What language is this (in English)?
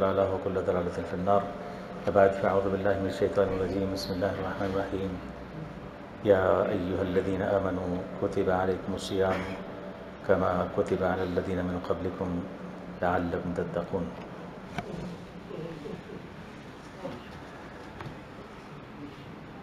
Urdu